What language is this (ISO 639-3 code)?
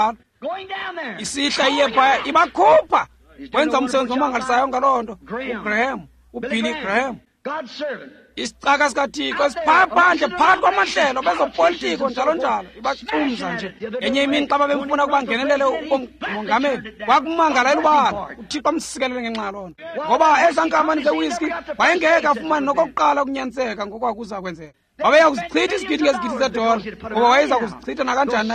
xho